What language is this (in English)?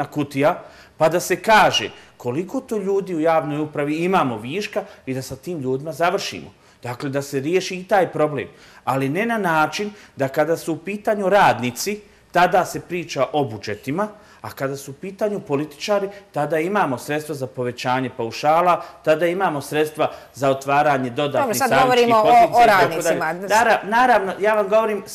Bosnian